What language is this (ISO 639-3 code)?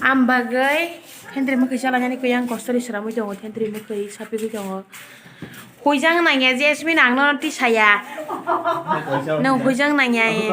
trp